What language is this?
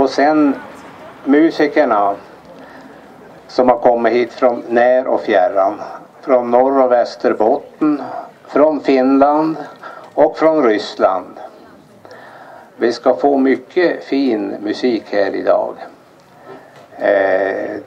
Swedish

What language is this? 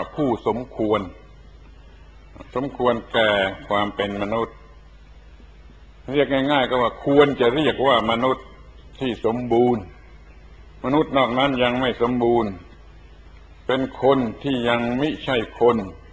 Thai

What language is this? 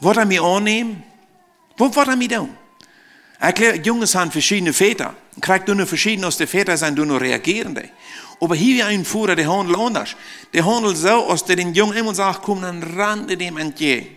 Plautdietsch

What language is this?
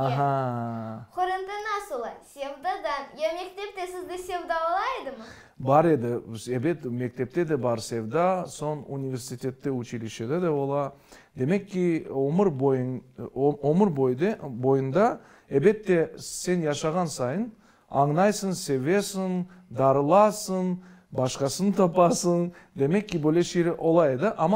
Crimean Tatar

